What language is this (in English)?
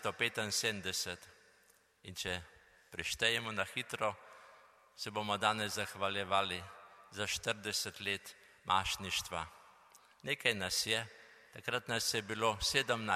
Slovenian